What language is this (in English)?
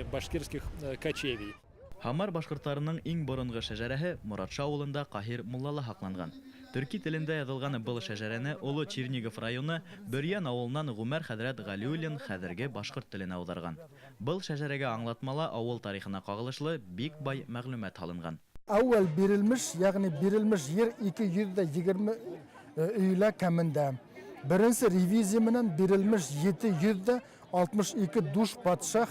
Bashkir